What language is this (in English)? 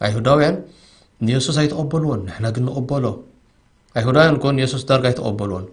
Tigrinya